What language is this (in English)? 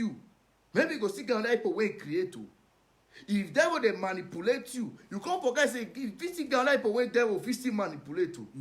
Nigerian Pidgin